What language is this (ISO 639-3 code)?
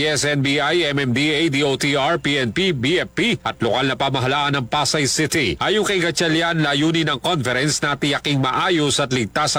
fil